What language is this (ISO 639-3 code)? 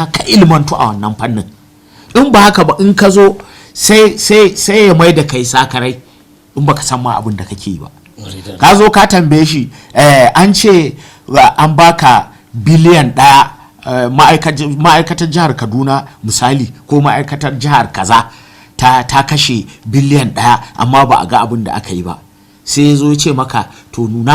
hau